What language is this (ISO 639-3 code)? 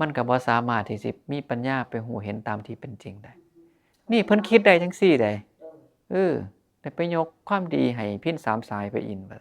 tts